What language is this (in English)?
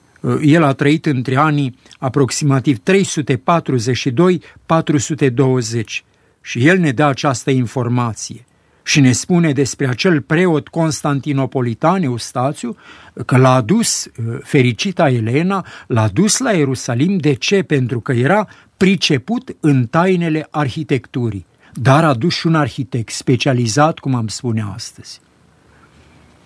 Romanian